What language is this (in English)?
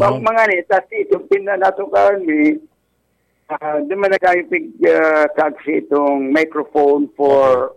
Bikol